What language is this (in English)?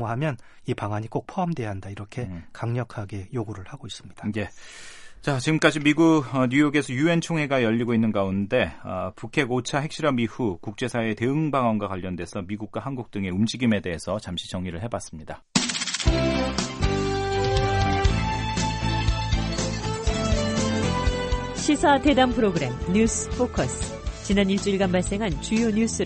Korean